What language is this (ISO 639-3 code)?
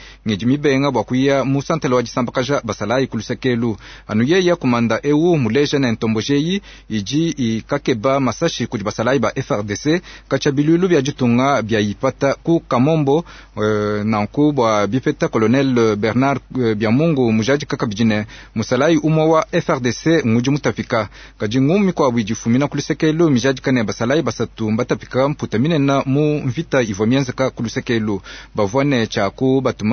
lua